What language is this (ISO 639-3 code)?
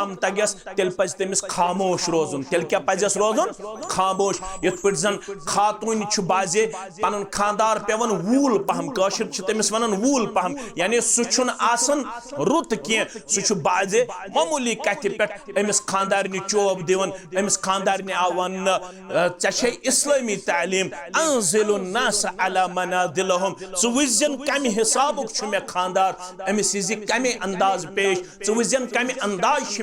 kas